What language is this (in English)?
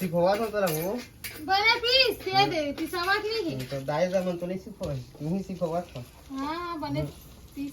Chhattisgarhi